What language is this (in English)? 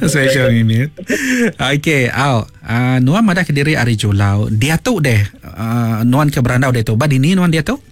Iban